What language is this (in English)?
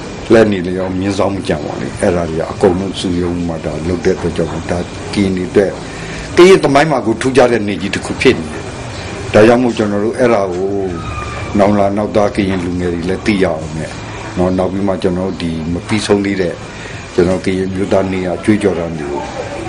Burmese